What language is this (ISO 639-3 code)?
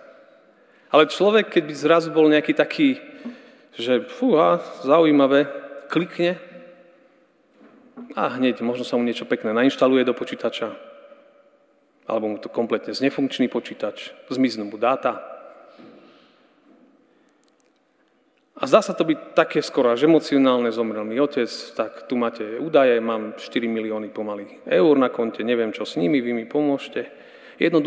slk